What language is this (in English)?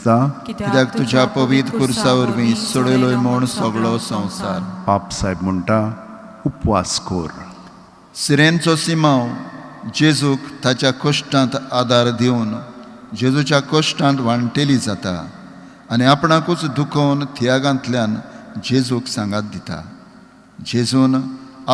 Konkani